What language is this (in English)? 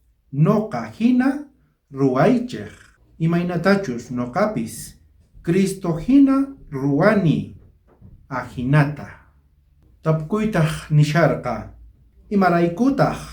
South Bolivian Quechua